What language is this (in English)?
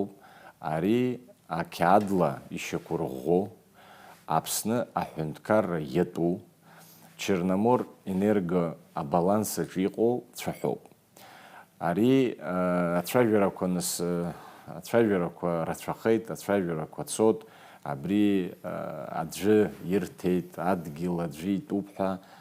Abkhazian